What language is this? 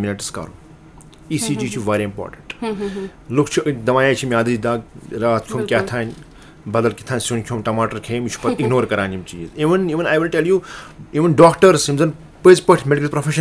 Kashmiri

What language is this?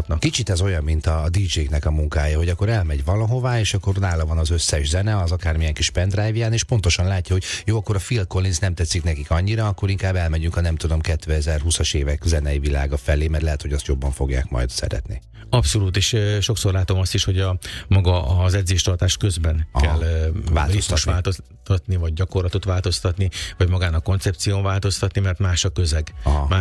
Hungarian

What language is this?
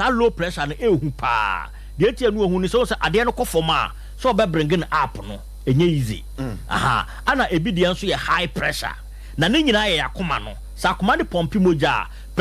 Akan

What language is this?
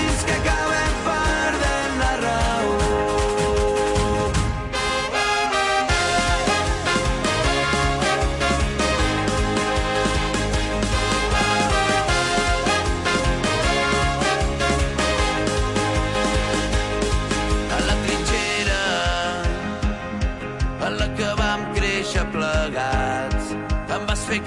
Catalan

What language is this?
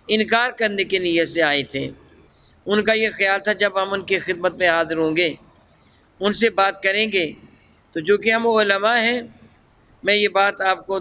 Urdu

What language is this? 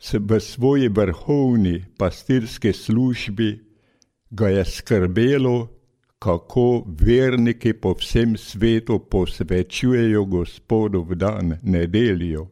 Slovenian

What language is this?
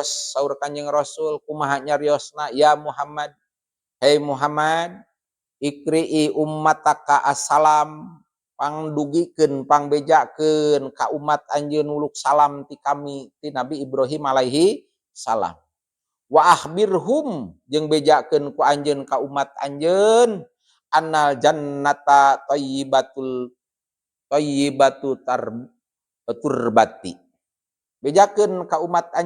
Sundanese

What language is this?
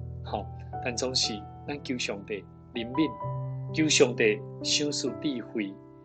Min Nan Chinese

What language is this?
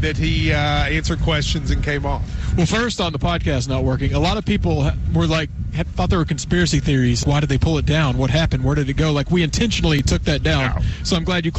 English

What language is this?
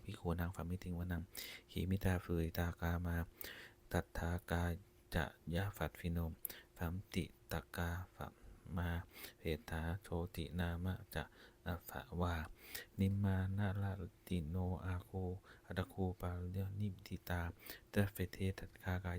Pali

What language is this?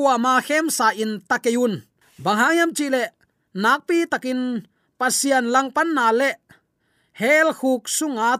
Tedim Chin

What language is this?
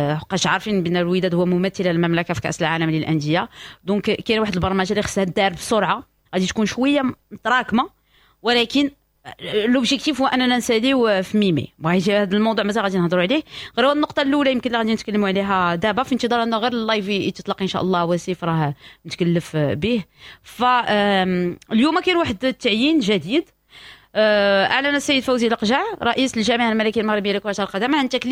Moroccan Arabic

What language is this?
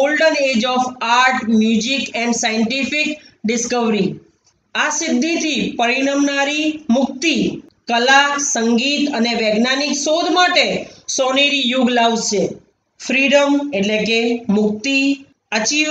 Gujarati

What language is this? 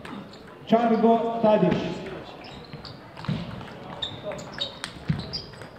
Croatian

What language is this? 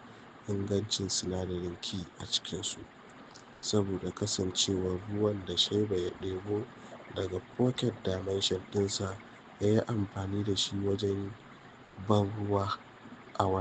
Hausa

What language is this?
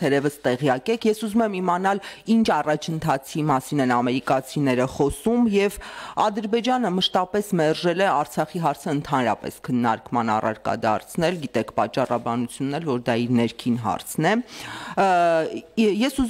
Armenian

